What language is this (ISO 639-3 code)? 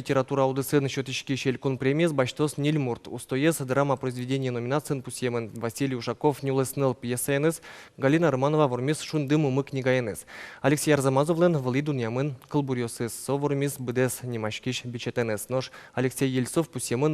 udm